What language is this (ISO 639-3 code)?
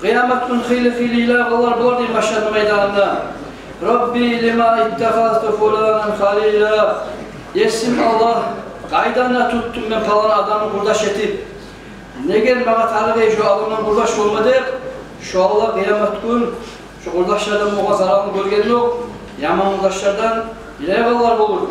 kum